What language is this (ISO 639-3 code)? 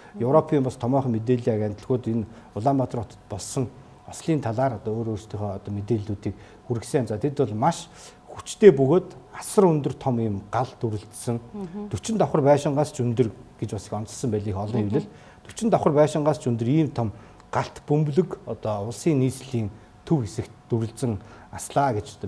mon